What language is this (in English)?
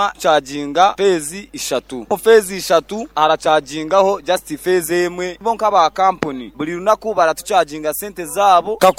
Nyankole